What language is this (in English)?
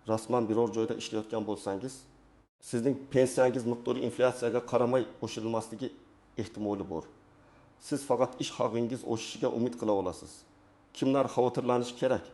Uzbek